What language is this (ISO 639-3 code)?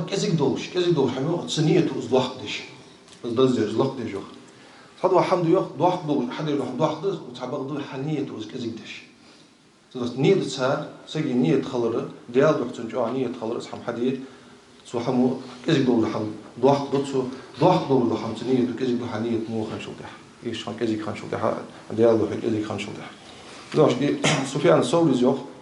inh